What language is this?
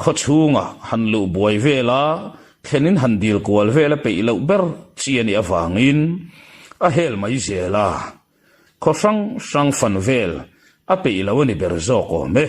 Mizo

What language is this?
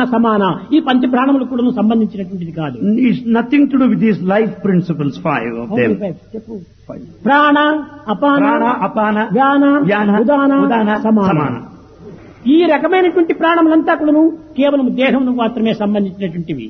Telugu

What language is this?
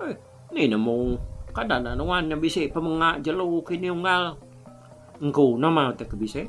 Iban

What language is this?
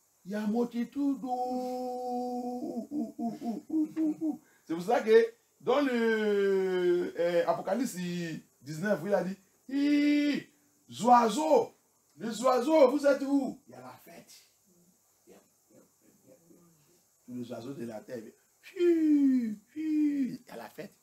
French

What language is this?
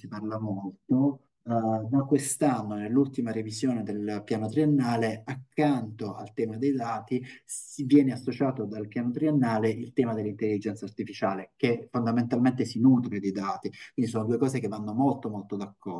Italian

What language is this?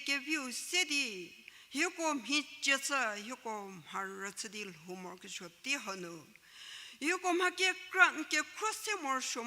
Angami Naga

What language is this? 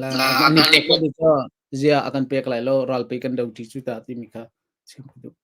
Hakha Chin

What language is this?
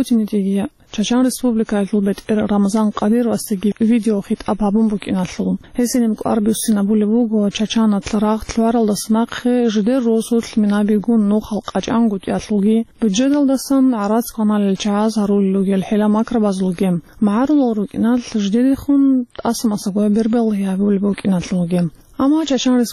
Avaric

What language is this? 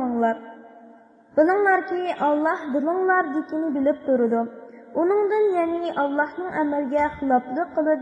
Uyghur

